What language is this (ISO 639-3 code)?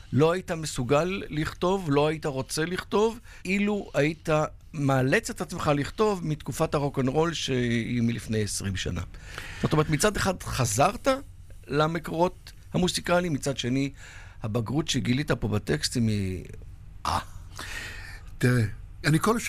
heb